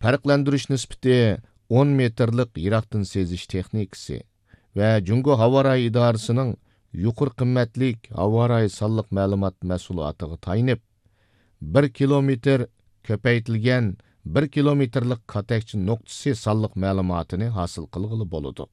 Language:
Uyghur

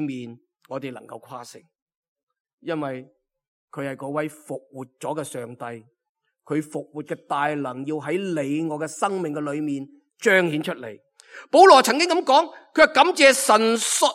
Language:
Cantonese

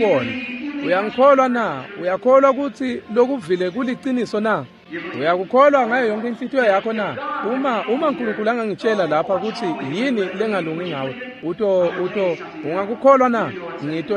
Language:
Swati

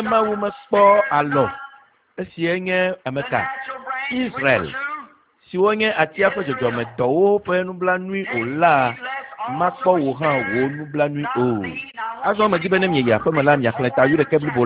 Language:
Ewe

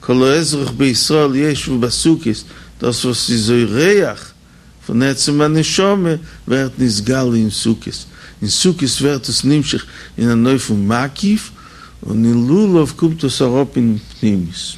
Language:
Yiddish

